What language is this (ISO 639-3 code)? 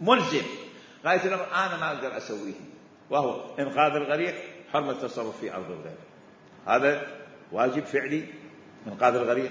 acm